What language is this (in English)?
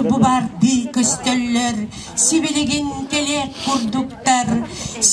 Yakut